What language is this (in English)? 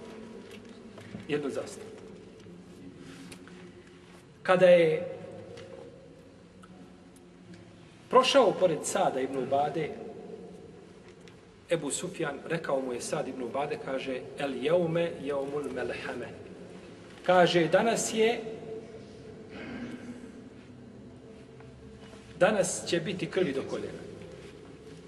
Bosnian